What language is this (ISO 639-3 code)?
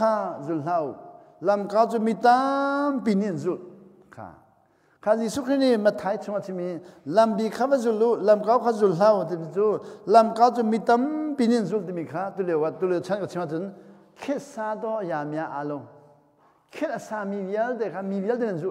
cnh